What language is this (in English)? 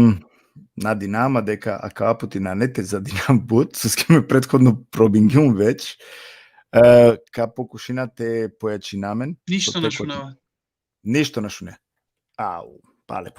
Balkan Romani